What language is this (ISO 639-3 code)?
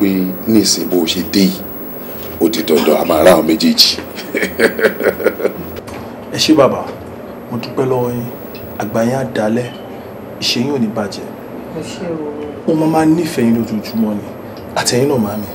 yor